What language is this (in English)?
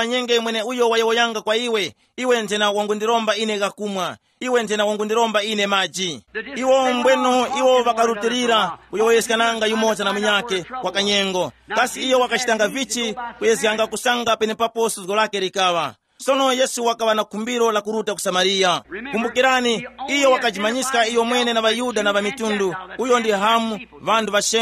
Tumbuka